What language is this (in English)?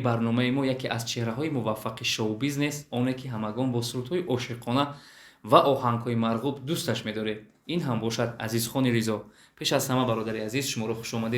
Tajik